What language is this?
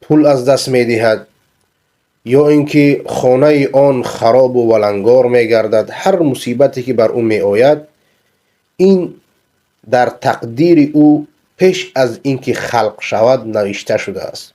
Persian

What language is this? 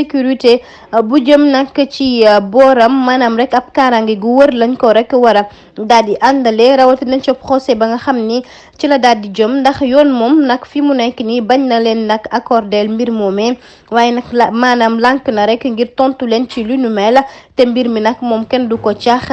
Wolof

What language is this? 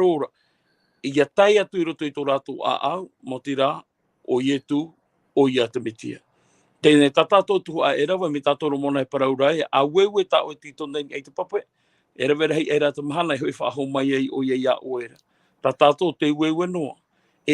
Tahitian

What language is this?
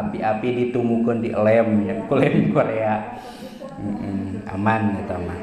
Sundanese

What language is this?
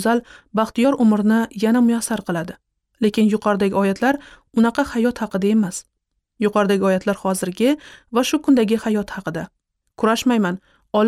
Uzbek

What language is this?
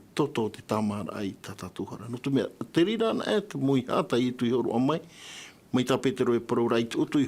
Tahitian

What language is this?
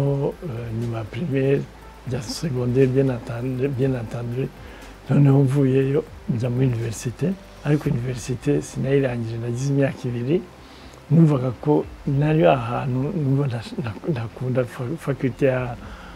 Kinyarwanda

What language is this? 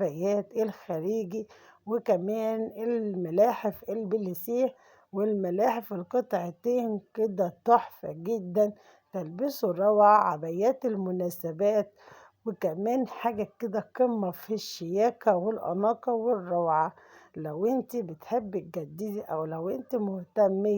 Egyptian Arabic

